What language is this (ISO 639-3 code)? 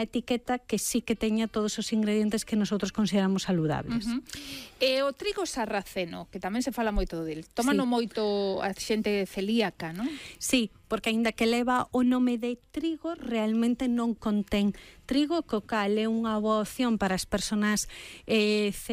glg